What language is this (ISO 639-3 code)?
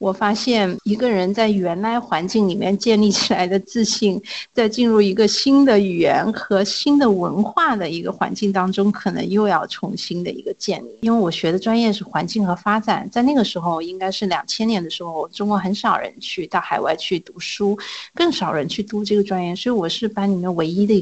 zho